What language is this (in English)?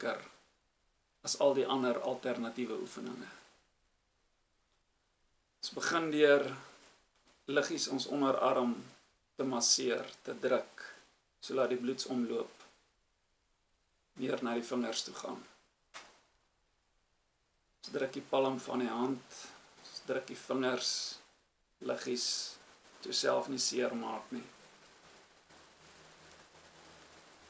Afrikaans